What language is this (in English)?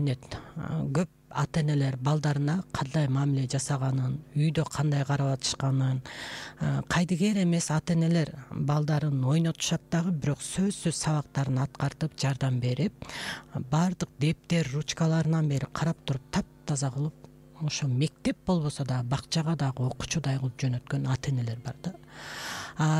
Kyrgyz